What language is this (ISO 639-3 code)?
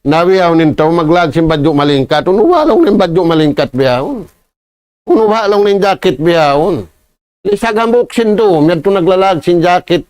tsg